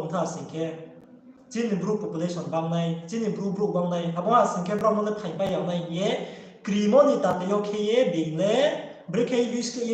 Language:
Riang (India)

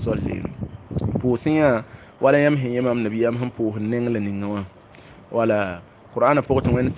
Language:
Mossi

